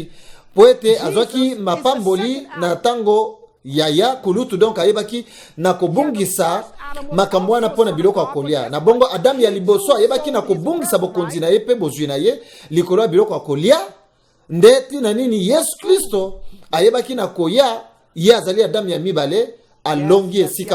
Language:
Lingala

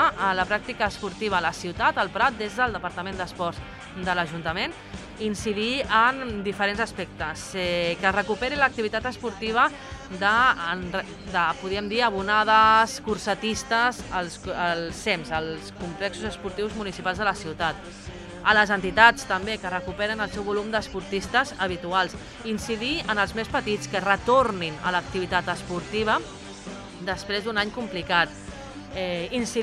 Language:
Catalan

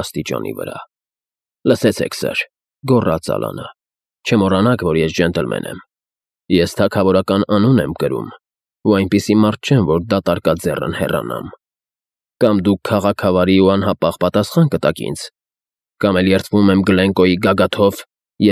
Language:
Armenian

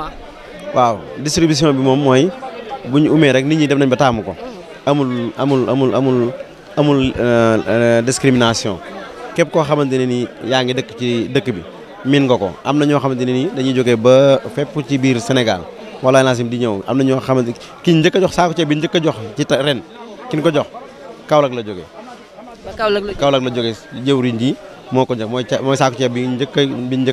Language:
Wolof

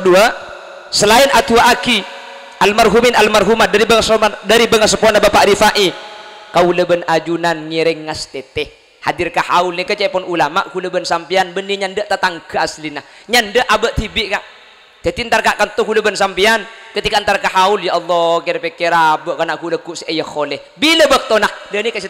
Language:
Madurese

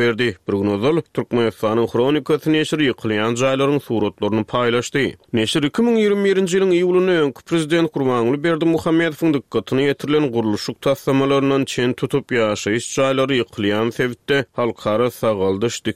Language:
Turkmen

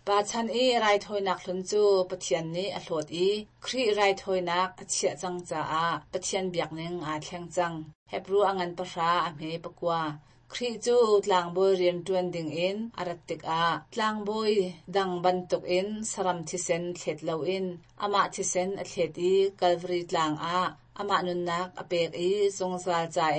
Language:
Hakha Chin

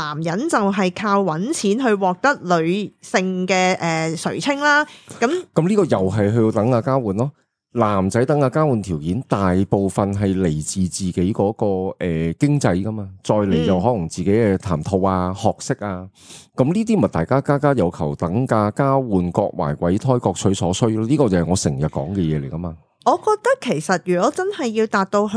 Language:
Cantonese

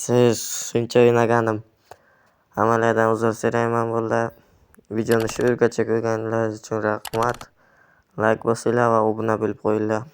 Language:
Uzbek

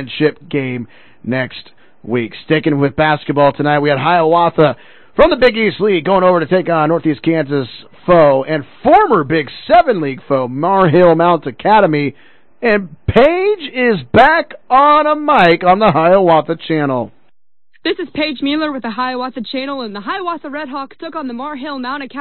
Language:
English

